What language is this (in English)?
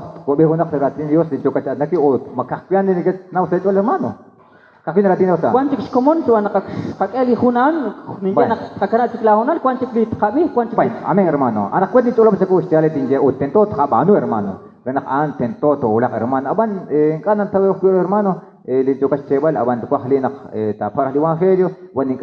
Kekchí